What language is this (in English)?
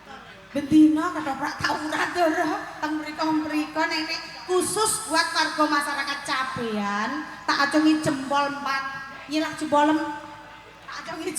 Javanese